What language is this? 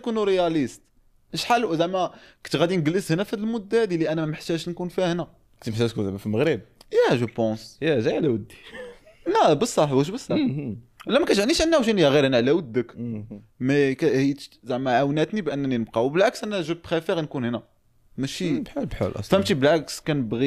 Moroccan Arabic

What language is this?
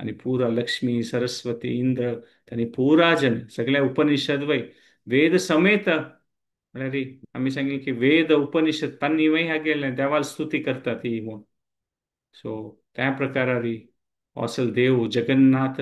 Konkani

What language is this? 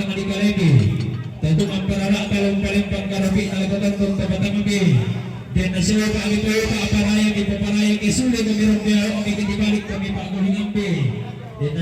Toraja-Sa'dan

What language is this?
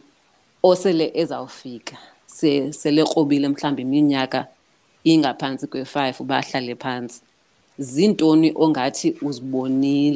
Xhosa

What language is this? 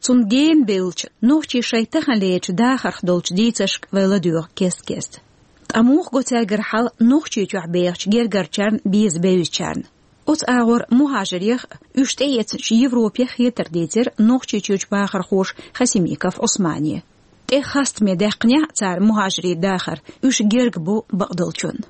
Chechen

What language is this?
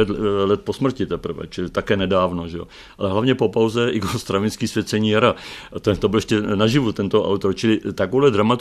Czech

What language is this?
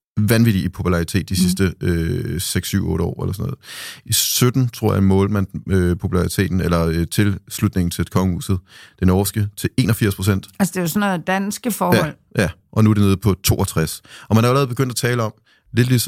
Danish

